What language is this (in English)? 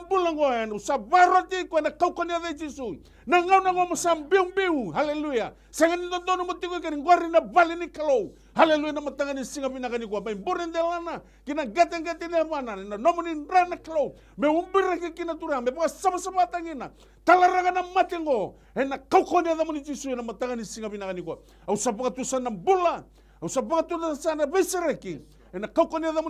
Fijian